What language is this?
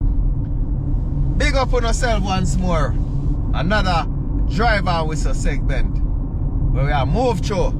Jamaican Creole English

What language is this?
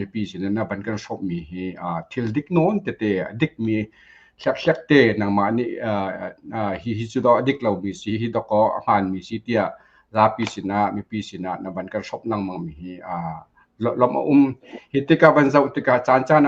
Hakha Chin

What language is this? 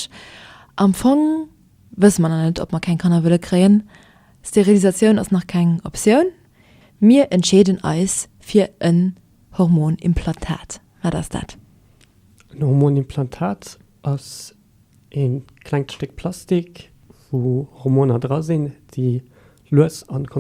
Luxembourgish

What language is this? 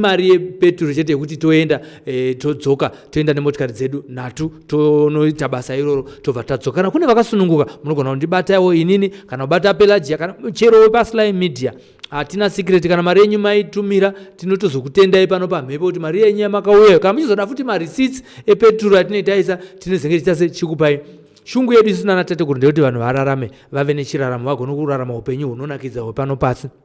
Shona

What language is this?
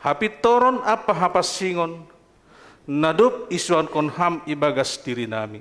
Batak Simalungun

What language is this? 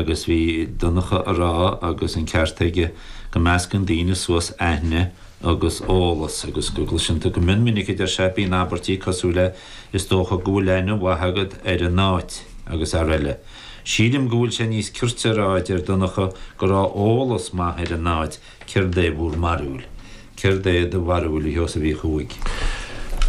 Irish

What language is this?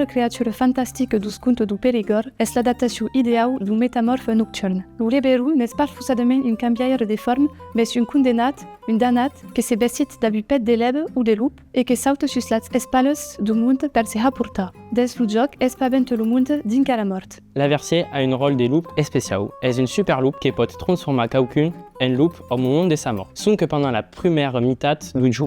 Occitan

